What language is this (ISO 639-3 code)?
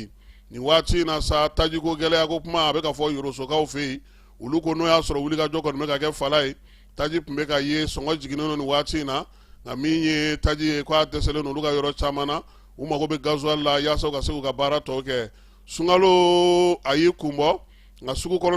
bam